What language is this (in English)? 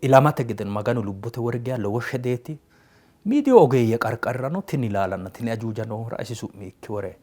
Sidamo